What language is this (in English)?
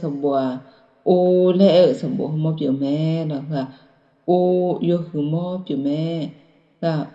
Akha